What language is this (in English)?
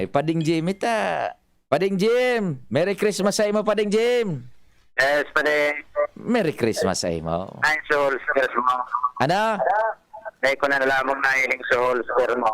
Bikol